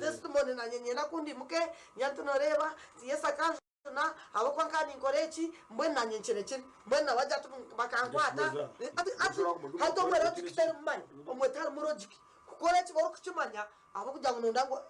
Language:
Nyankole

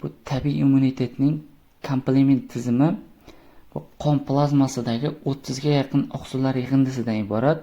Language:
Uzbek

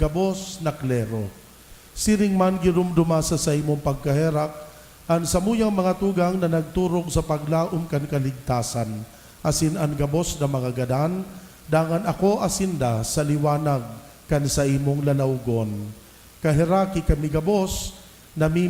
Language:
Bikol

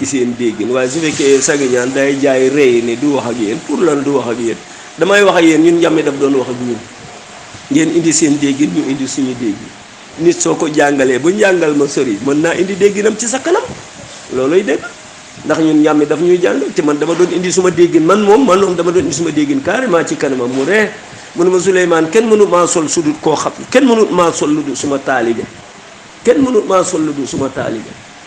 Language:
Wolof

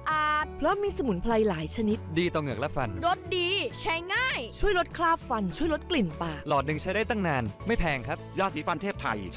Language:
Thai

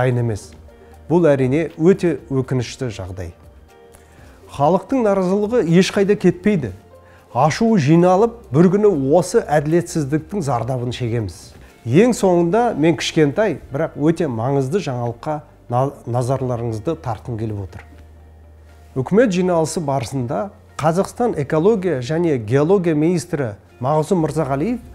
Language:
Kazakh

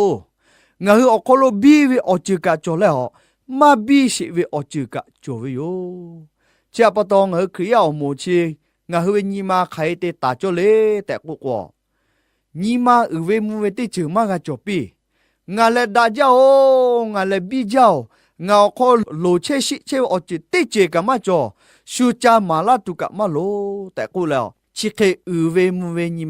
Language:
Lahu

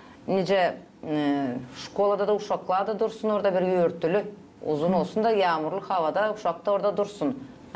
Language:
Gagauz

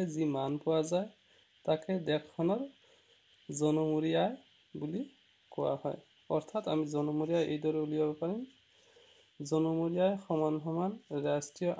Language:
Assamese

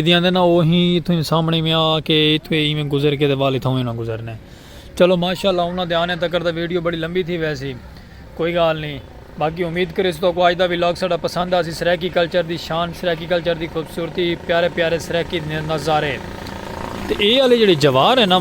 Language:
Saraiki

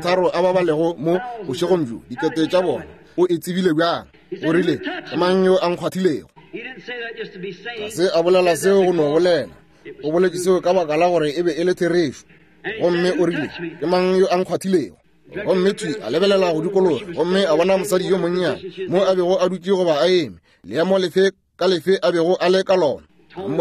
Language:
Northern Sotho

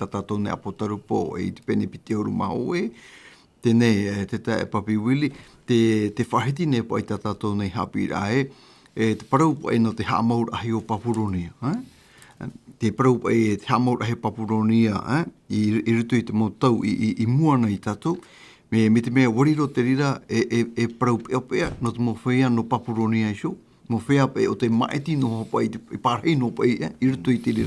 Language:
Tahitian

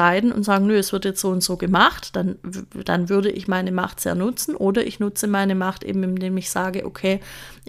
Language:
German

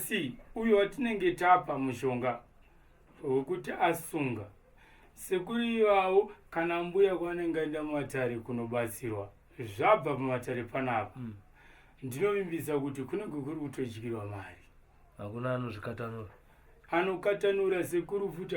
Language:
Shona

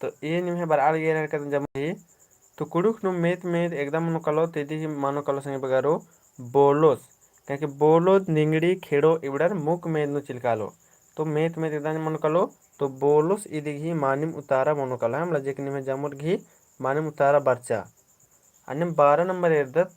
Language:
Kurukh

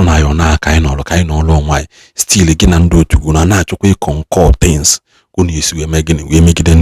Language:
Igbo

